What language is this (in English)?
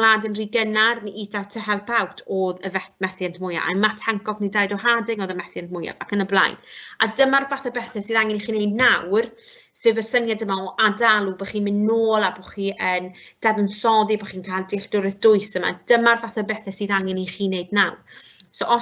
Welsh